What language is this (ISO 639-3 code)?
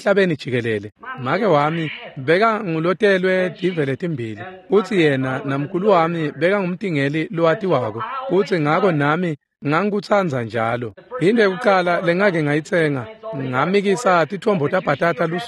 ssw